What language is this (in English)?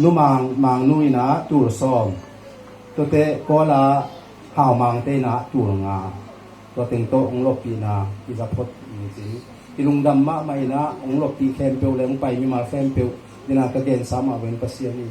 Tedim Chin